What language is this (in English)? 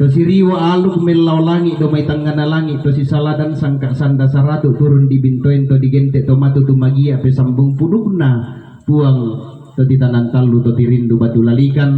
Toraja-Sa'dan